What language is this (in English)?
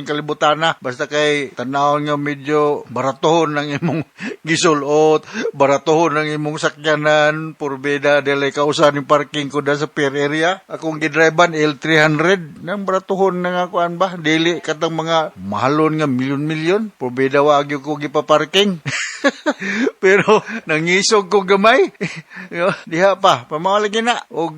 Cebuano